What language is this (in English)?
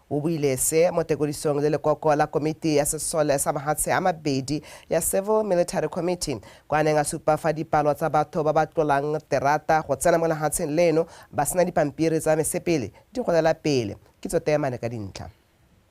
Tswana